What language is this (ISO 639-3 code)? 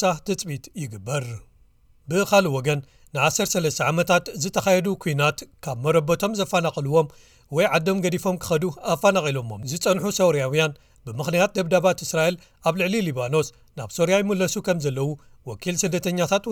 tir